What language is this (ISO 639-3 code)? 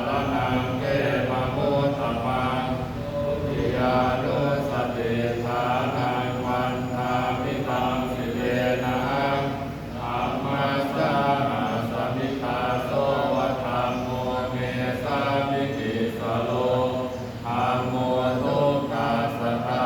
pli